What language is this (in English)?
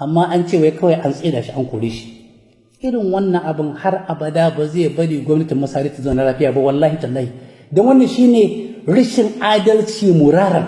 Hausa